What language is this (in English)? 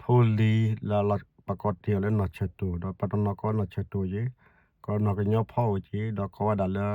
S'gaw Karen